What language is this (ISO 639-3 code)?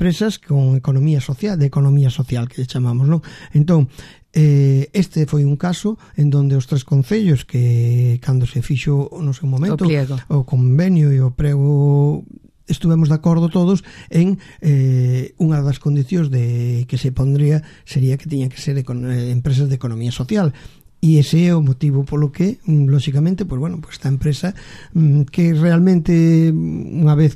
glg